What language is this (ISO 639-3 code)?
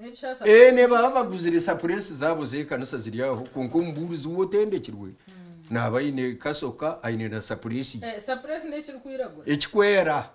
nyn